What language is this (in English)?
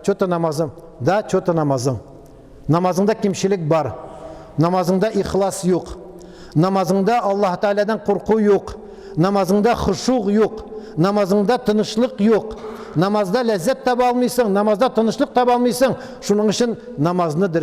Tatar